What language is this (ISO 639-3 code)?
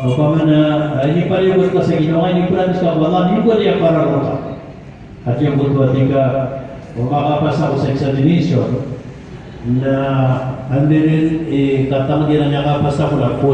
mrw